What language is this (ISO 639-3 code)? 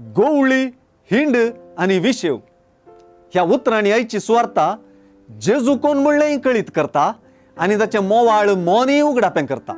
kok